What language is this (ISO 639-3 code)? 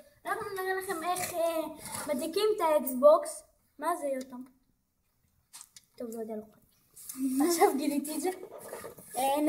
heb